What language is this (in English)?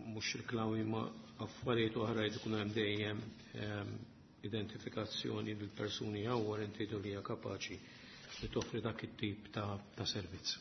Maltese